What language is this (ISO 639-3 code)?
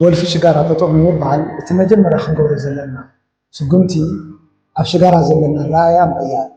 tir